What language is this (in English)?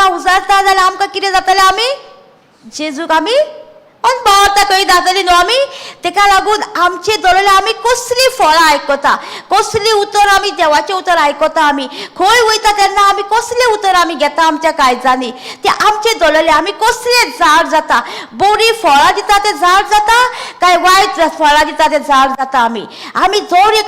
Konkani